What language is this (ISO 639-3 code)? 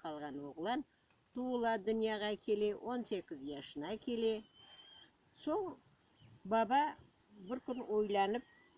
crh